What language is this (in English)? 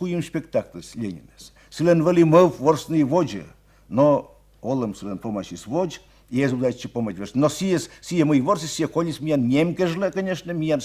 Komi